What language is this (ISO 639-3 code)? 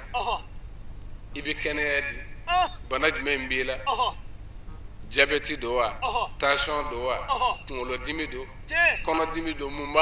bam